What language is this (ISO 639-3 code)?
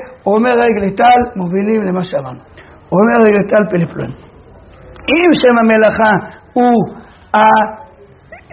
heb